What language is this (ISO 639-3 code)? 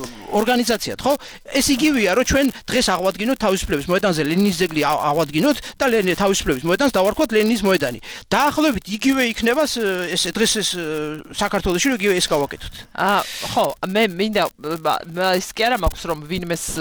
kat